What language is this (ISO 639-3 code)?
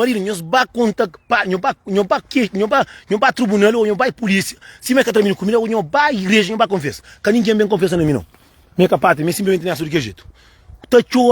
kea